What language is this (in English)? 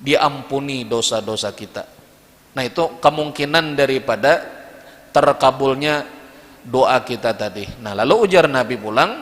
Banjar